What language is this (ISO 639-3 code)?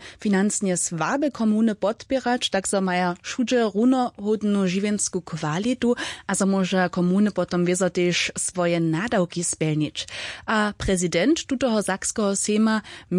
hsb